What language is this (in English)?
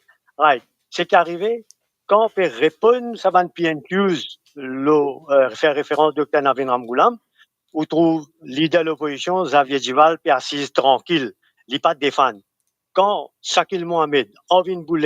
Morisyen